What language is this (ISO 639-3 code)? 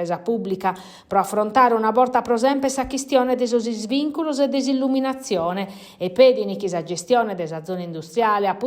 srd